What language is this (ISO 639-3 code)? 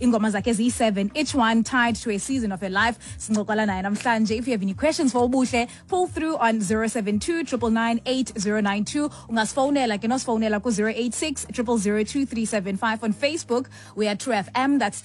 xho